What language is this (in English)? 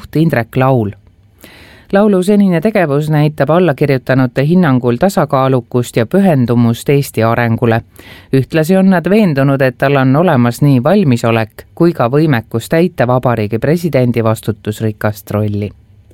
Estonian